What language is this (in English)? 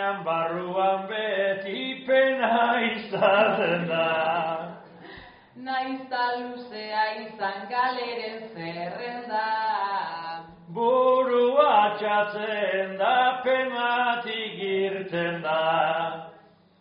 Basque